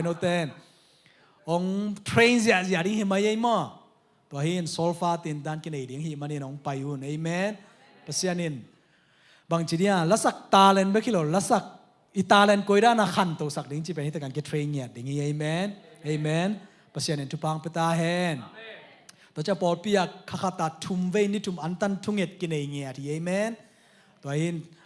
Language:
Tedim Chin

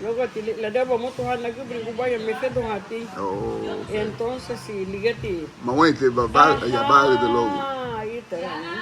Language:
Garifuna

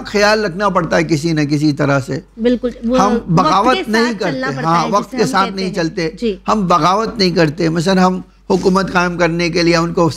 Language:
Urdu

